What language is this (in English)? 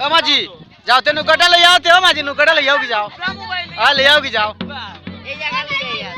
Sylheti